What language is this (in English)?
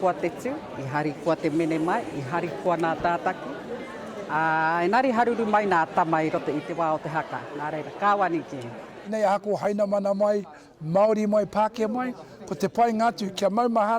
Māori